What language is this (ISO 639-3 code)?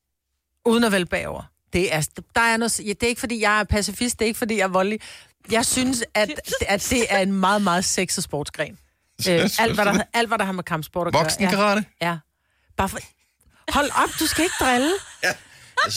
dan